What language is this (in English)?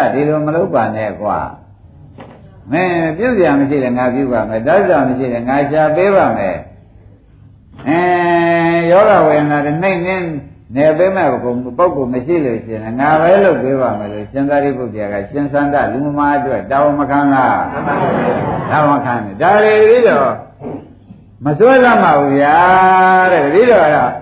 Burmese